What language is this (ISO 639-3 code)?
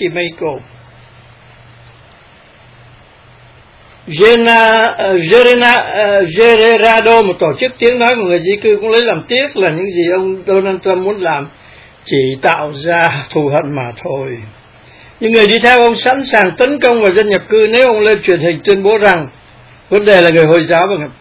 vie